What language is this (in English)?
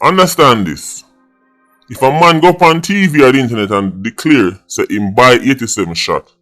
Jamaican Creole English